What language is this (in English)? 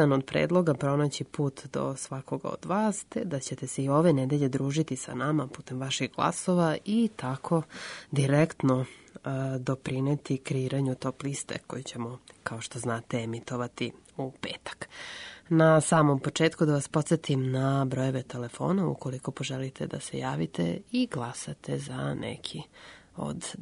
Serbian